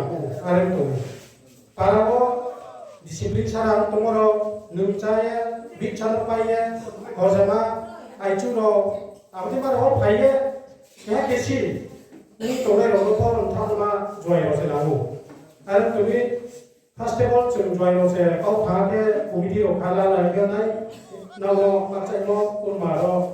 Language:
Riang (India)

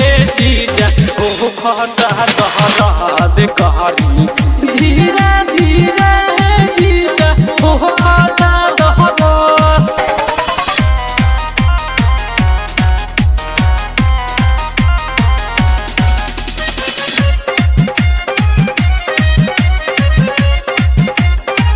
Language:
Bhojpuri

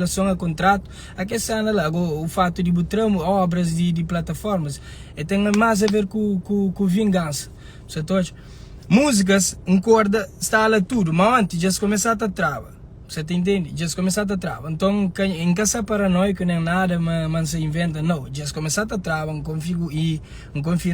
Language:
Kabuverdianu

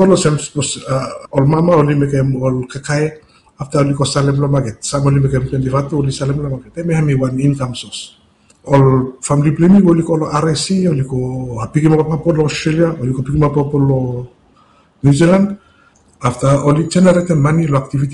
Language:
Bislama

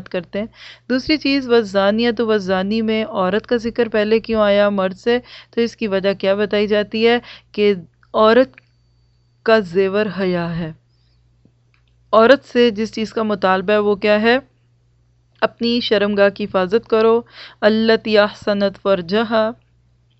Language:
Urdu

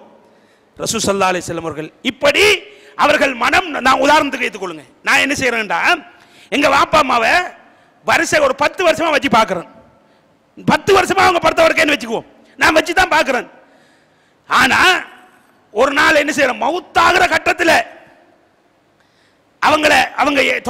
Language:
Tamil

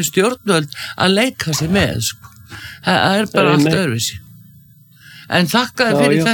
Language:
Icelandic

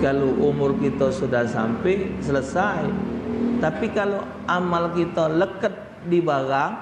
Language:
Musi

